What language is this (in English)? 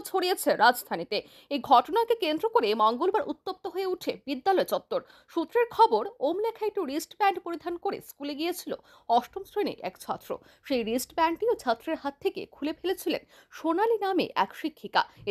Bangla